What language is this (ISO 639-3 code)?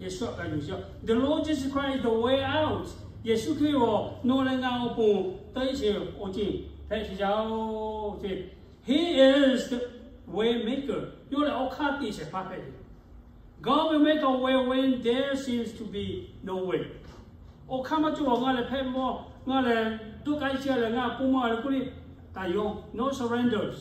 lhu